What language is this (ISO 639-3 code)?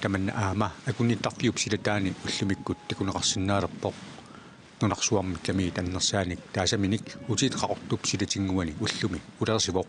kal